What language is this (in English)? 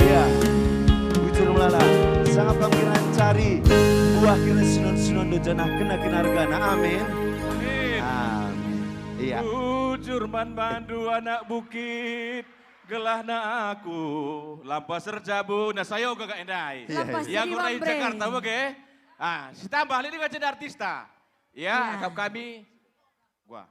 Batak Karo